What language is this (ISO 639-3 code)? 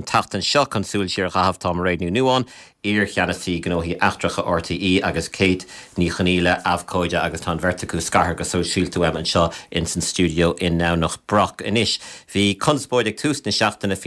gle